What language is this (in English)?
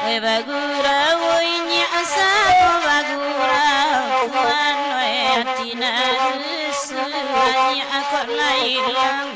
Minangkabau